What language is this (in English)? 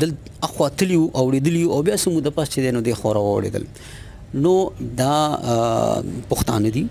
Pashto